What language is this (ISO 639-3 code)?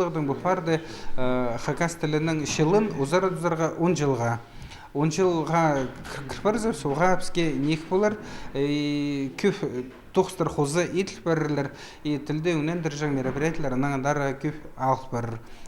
kjh